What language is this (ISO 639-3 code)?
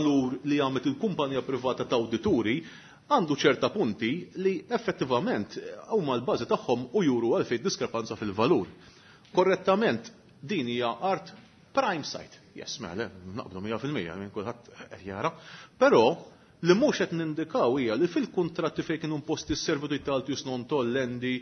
mlt